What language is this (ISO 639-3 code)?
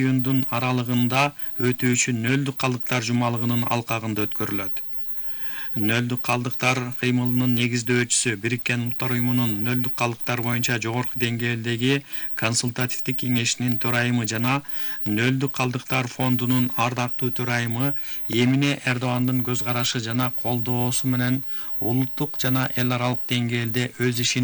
kir